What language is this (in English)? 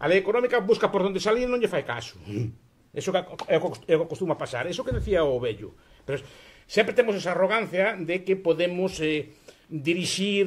Galician